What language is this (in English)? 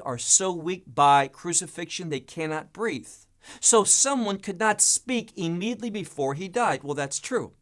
English